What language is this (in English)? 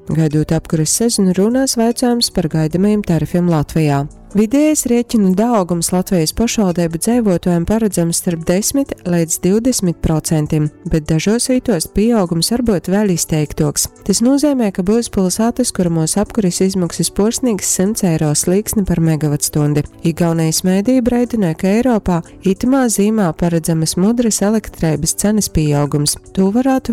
Latgalian